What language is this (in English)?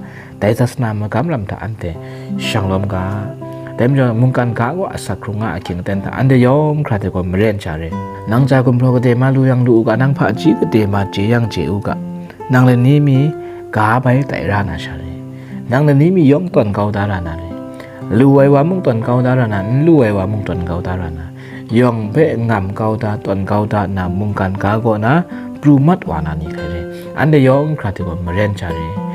Kachin